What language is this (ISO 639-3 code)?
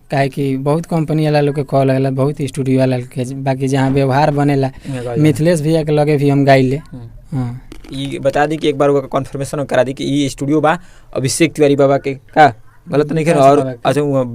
bho